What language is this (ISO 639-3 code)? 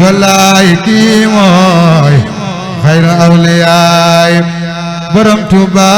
wol